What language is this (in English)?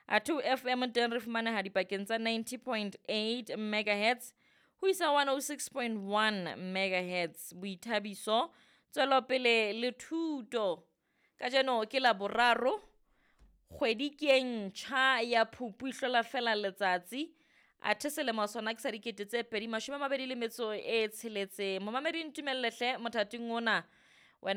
Southern Sotho